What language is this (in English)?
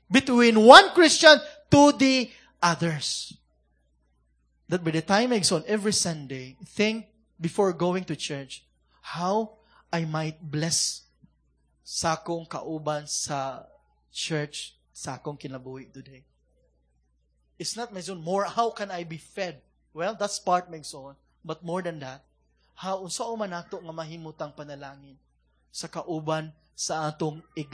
Cebuano